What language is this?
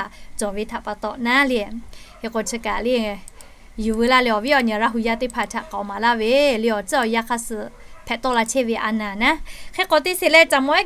Lahu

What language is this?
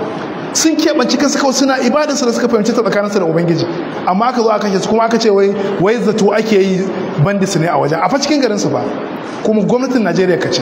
Hausa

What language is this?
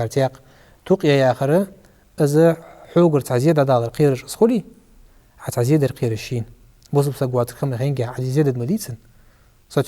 Ingush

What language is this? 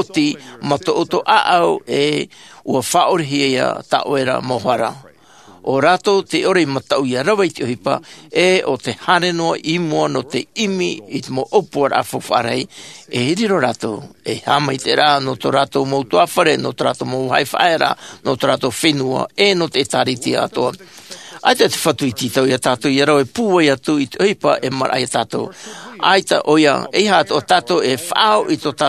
Tahitian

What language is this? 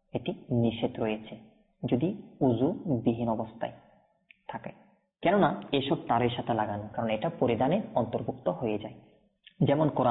Bangla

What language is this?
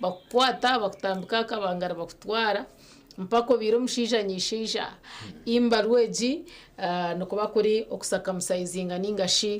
Nyankole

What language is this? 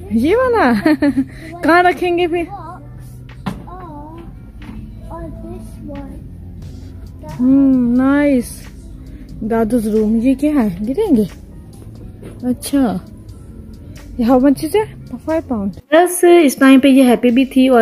Hindi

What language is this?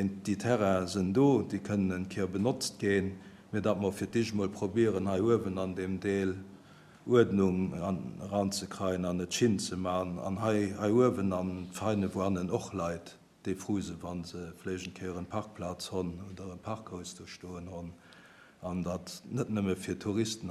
Luxembourgish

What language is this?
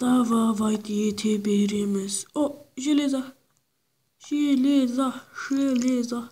Kara-Kalpak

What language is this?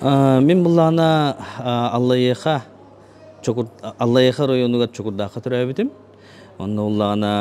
Yakut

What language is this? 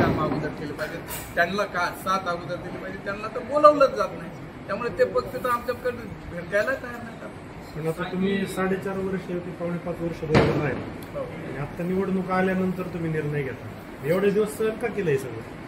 Marathi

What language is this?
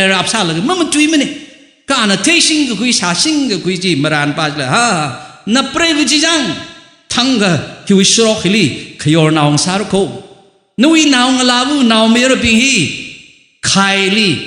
Tangkhul Naga (India)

